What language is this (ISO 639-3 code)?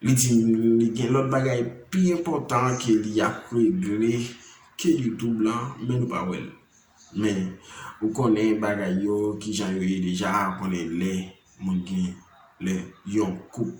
hat